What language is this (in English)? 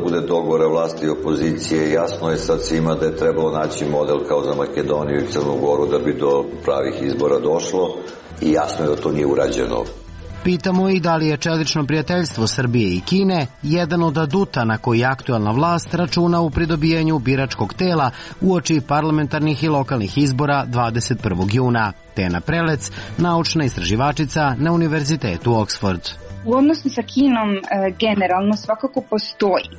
Serbian